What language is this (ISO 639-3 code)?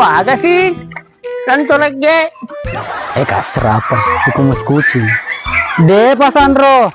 bug